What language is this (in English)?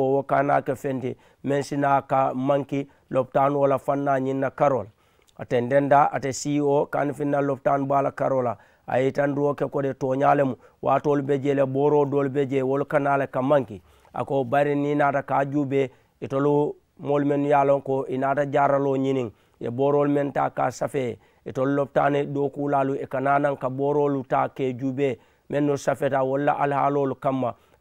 Mandingo